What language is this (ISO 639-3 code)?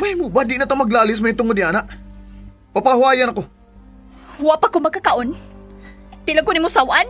ceb